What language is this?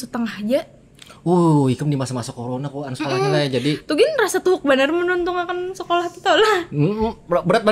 Banjar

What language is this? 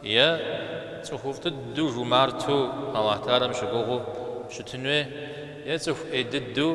Kabardian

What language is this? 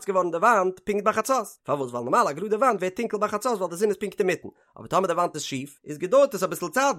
Yiddish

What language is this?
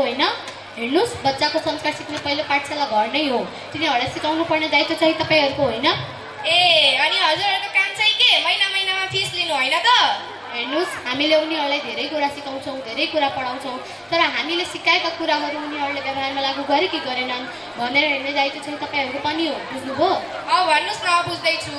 Nepali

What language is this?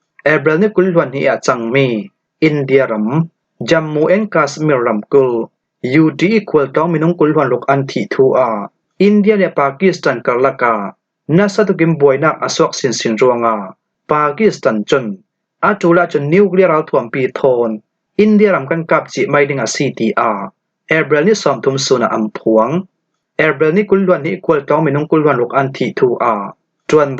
Falam Chin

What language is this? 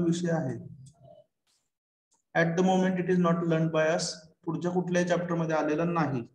Marathi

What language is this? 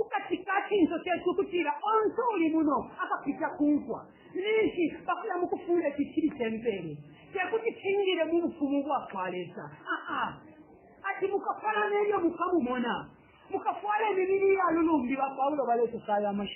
Bemba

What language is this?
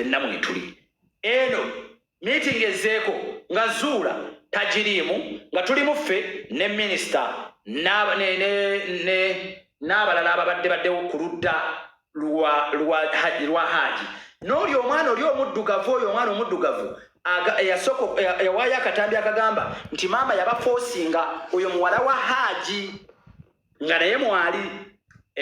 Ganda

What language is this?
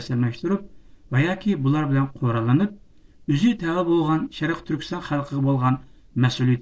Uyghur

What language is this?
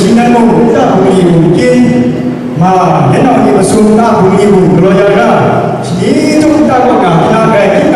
Kachin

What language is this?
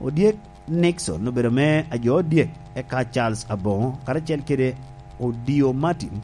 Lango (Uganda)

